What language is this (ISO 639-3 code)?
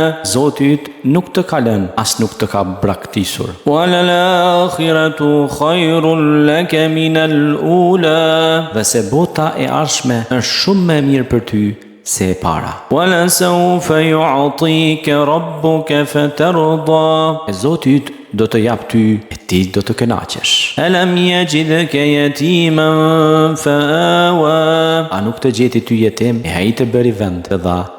sqi